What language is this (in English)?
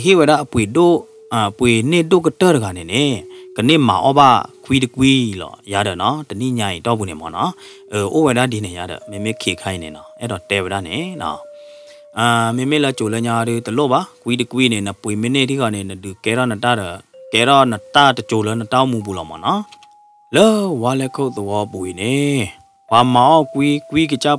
S'gaw Karen